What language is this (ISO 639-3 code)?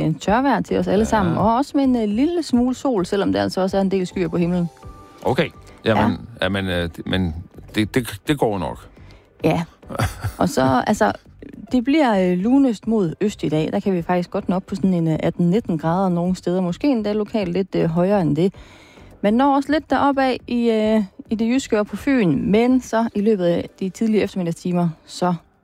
dan